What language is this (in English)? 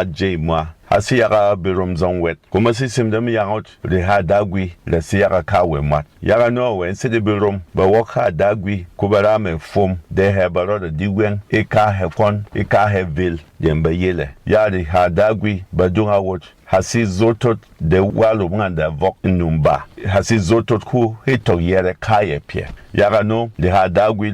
Berom